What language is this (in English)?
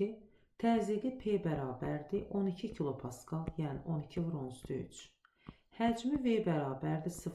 Azerbaijani